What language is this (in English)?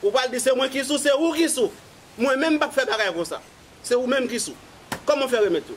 Haitian Creole